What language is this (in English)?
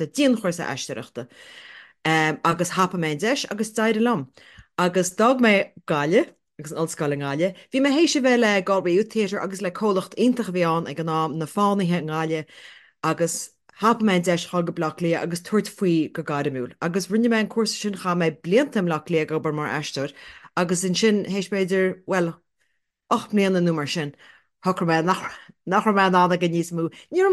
Irish